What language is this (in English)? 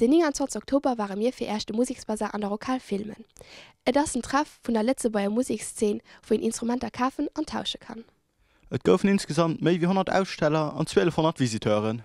Luxembourgish